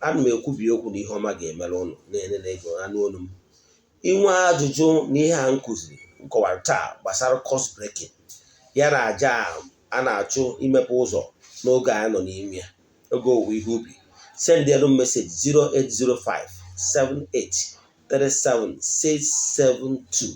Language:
Igbo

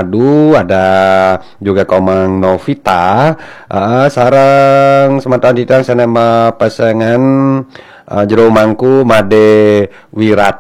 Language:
Balinese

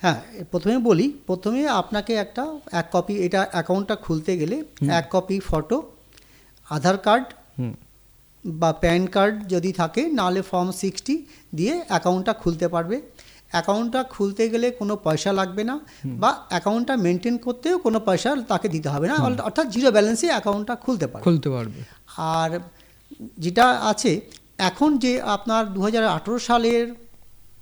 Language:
Bangla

